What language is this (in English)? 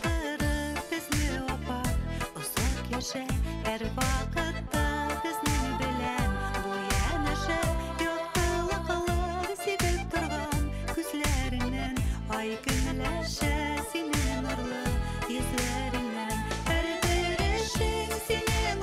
Bashkir